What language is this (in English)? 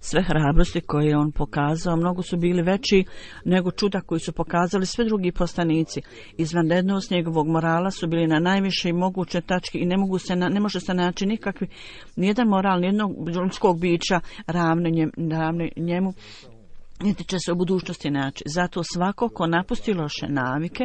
Bosnian